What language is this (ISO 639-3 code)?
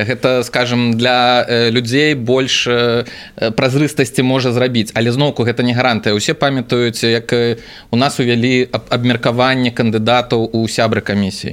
bel